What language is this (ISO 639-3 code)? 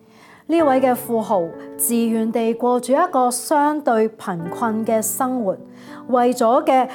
yue